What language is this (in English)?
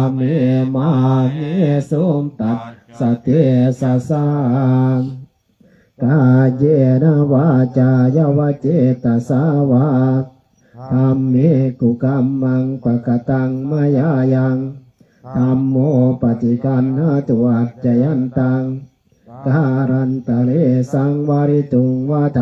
Pali